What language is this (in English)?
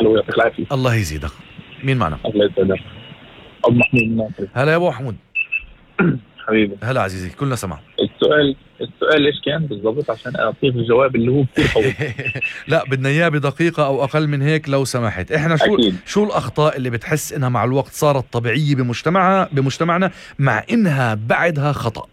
North Levantine Arabic